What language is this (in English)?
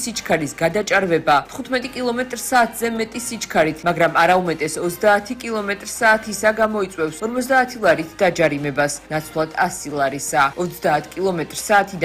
Georgian